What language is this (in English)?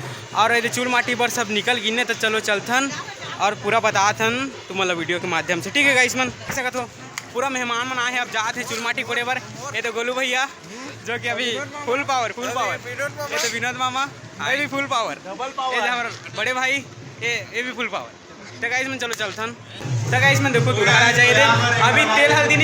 Chhattisgarhi